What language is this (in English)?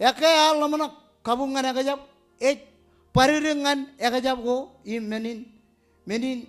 Marshallese